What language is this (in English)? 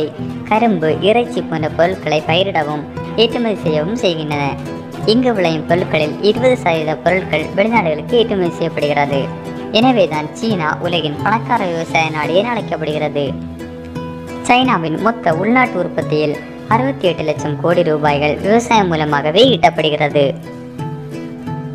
Tamil